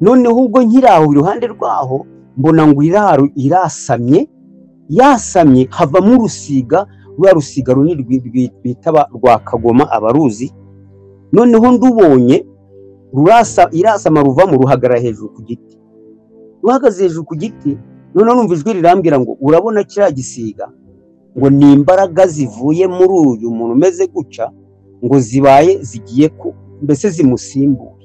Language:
Kinyarwanda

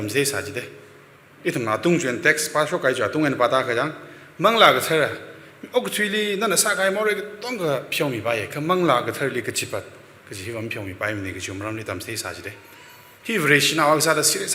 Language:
Tangkhul Naga (India)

